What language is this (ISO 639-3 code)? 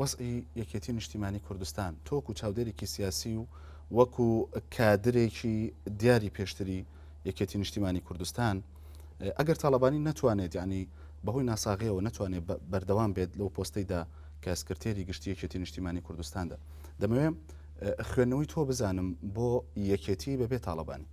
ckb